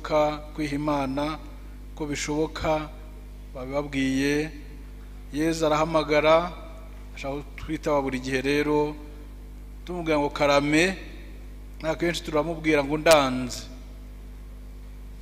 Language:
Kinyarwanda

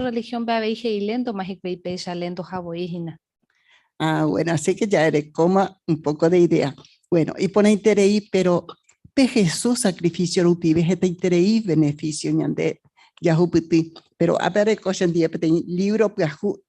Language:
Guarani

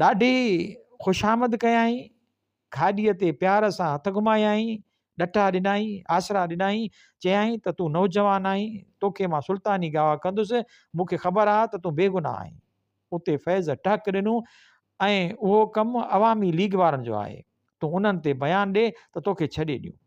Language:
Sindhi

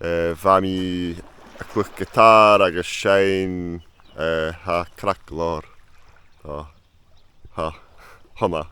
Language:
Scottish Gaelic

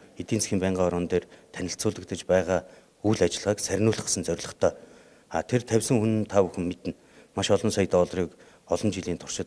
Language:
Mongolian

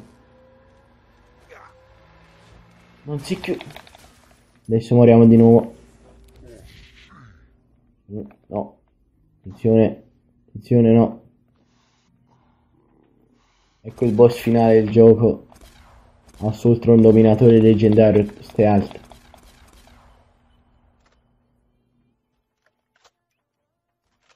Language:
Italian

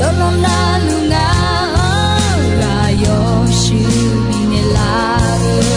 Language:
Akha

